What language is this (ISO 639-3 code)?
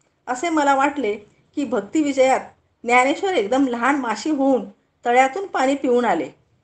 mar